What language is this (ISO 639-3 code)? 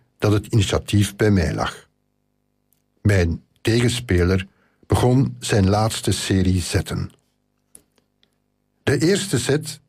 nld